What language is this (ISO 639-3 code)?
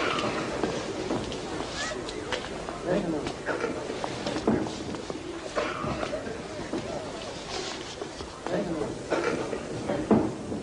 ksw